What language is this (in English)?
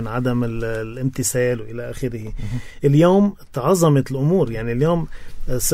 North Levantine Arabic